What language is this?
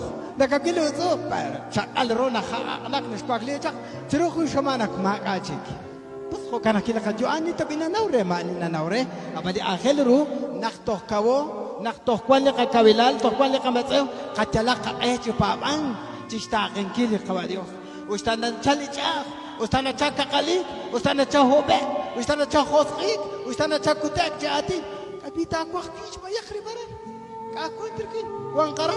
Kekchí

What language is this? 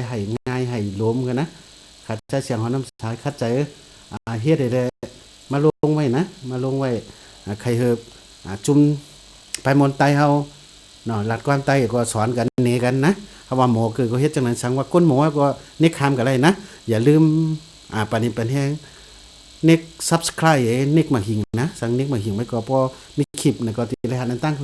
Shan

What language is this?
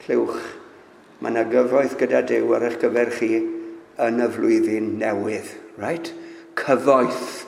Welsh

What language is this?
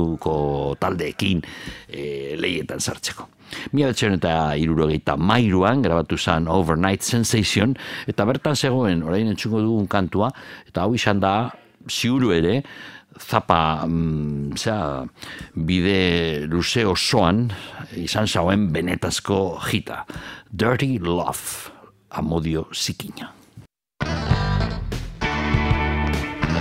Basque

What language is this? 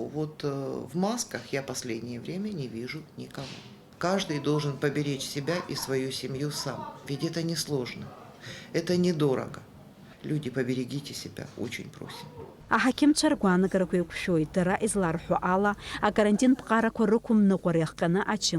Abkhazian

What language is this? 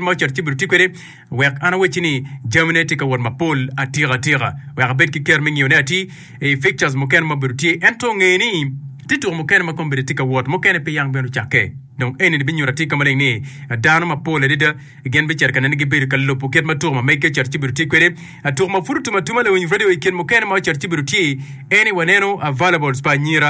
Acoli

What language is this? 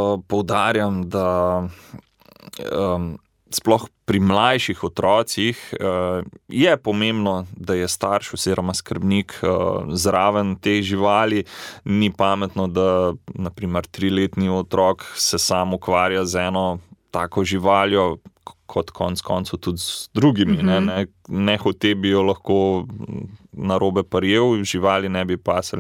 Slovenian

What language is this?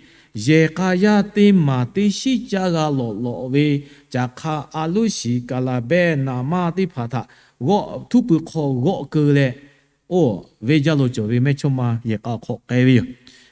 Lahu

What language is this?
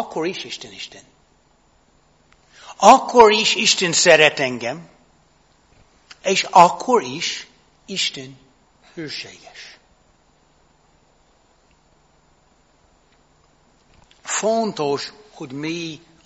Hungarian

